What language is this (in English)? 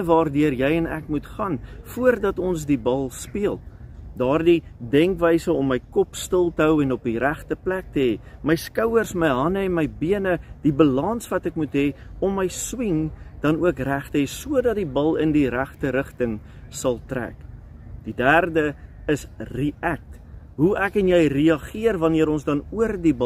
Afrikaans